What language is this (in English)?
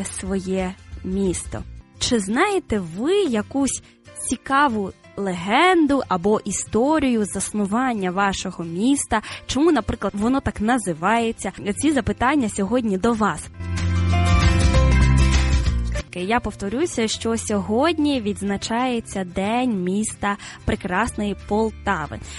Ukrainian